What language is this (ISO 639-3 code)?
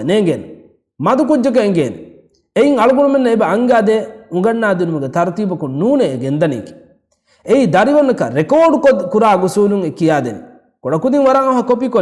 div